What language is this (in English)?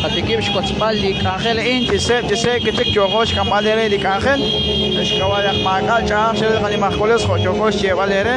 Kekchí